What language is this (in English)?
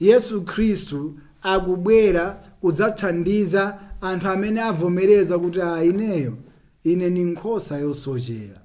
Nyanja